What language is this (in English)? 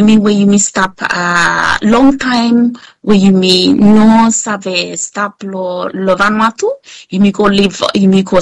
Bislama